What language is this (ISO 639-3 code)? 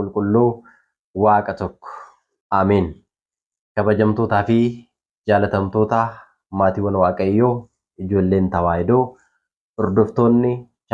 orm